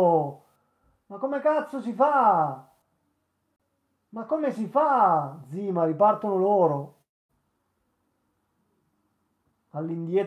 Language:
Italian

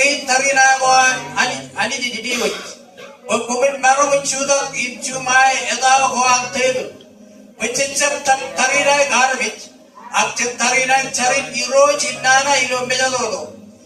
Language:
Marshallese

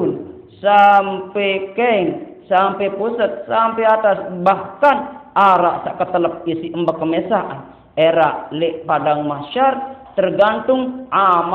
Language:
Sasak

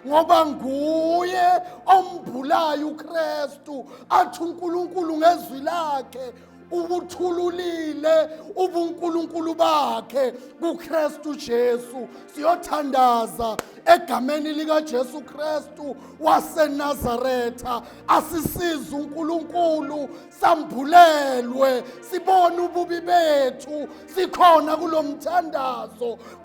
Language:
Zulu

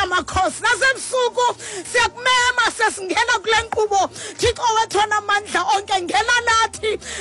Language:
Xhosa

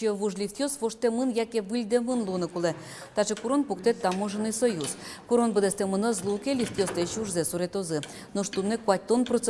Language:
Udmurt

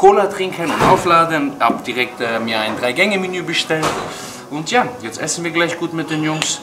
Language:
German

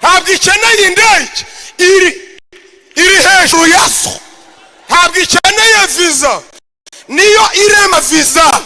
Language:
Kinyarwanda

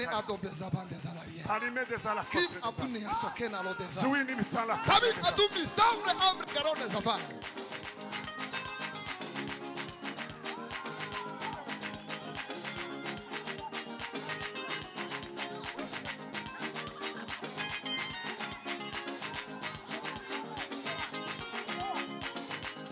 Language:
Kinyarwanda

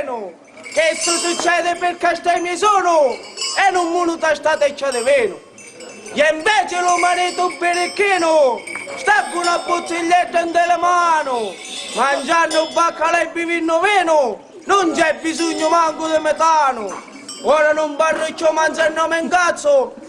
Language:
Sicilian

